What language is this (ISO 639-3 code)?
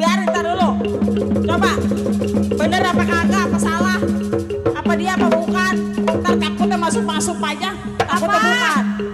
bew